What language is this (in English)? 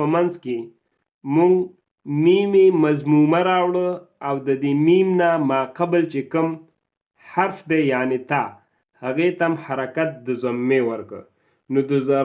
Pashto